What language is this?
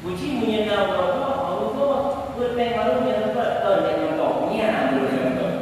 Achinese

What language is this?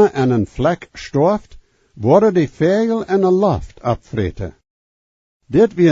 Plautdietsch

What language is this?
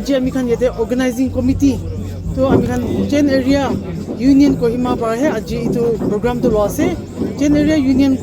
Naga Pidgin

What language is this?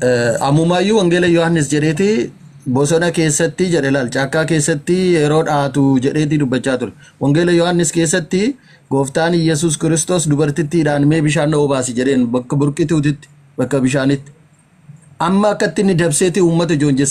Oromo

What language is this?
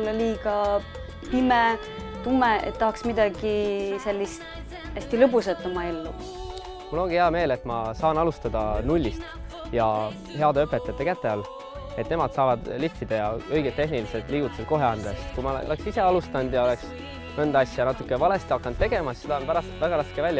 Estonian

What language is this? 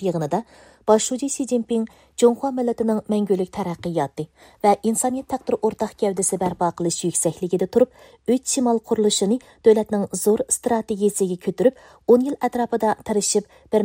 Uyghur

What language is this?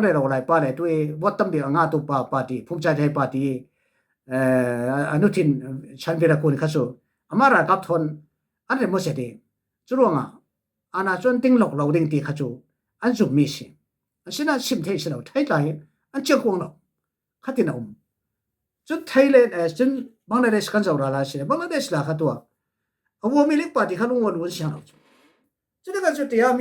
Falam Chin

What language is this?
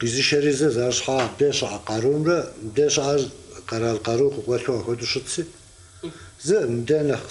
Kabardian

